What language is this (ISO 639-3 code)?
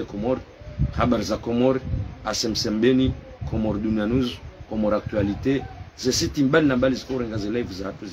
zdj